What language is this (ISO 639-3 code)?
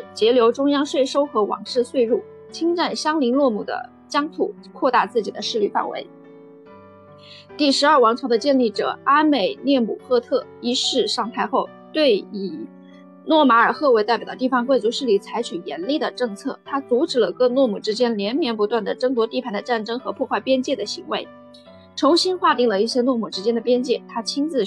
zho